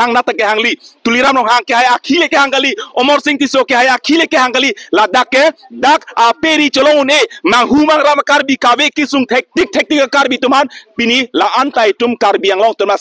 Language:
Karbi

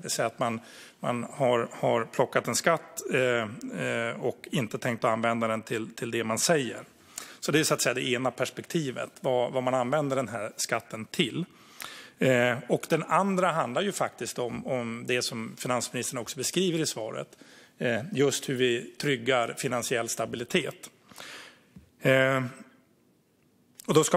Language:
Swedish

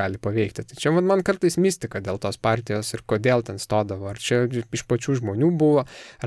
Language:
Lithuanian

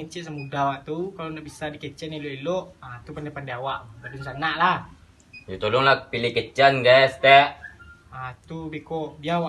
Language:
Minangkabau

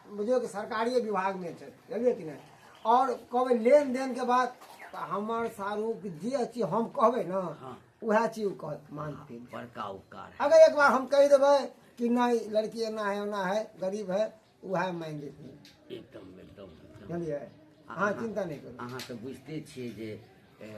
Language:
Maithili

